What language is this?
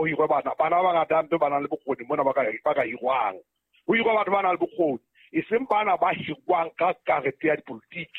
Southern Sotho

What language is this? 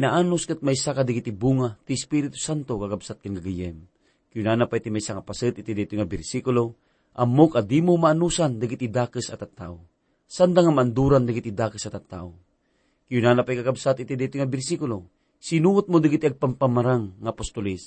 Iloko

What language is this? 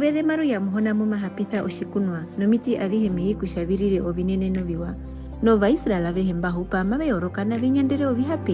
Herero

